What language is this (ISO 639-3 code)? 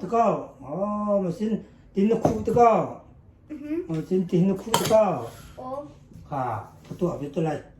cnh